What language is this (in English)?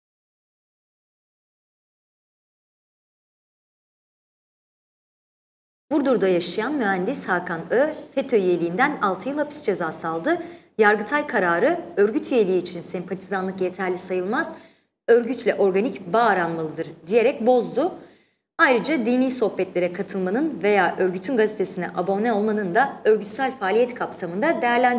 Turkish